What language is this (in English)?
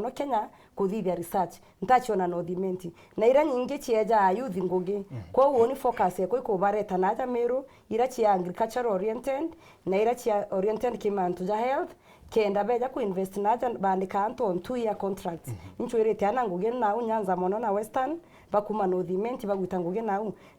Meru